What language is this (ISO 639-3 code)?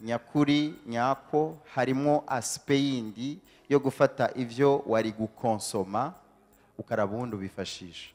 run